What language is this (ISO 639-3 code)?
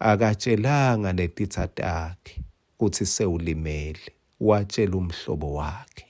ssw